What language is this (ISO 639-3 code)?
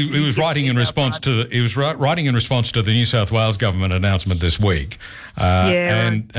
eng